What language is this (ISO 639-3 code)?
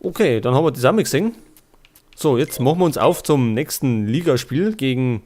bar